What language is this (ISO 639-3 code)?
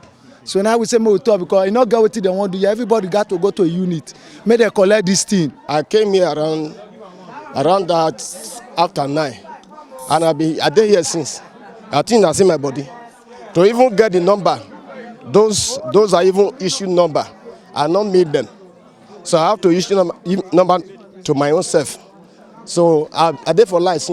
pcm